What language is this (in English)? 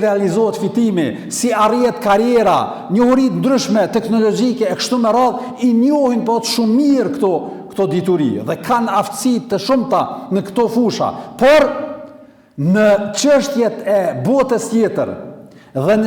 Albanian